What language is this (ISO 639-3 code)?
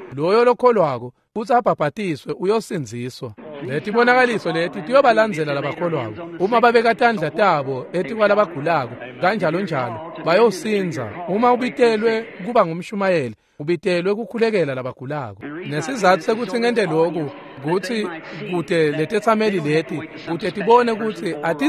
ssw